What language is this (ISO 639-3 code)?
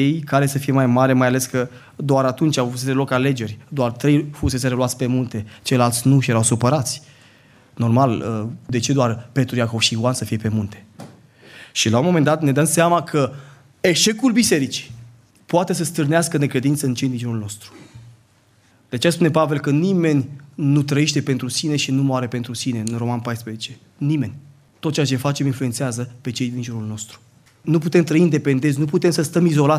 ron